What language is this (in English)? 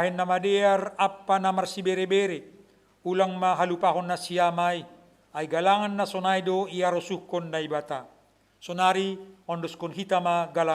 Batak Simalungun